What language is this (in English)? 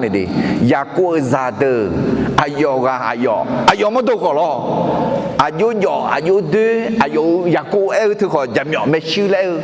Akha